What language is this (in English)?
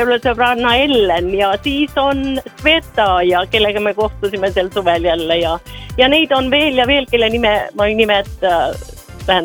Estonian